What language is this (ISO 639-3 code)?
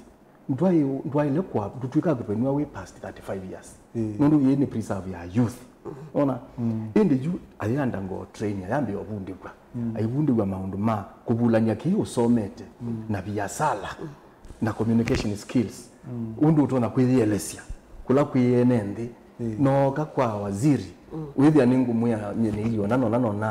kam